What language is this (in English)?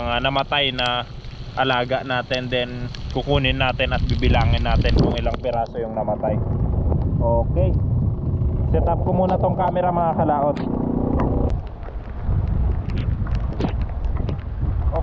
Filipino